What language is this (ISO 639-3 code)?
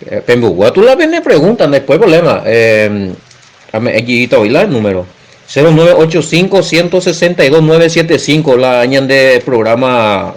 grn